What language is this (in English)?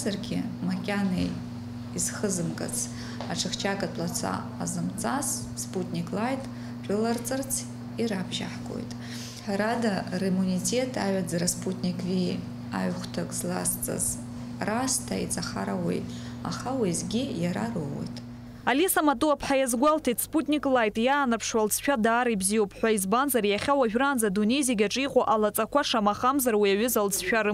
Abkhazian